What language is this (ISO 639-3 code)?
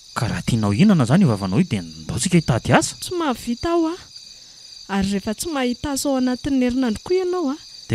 mlg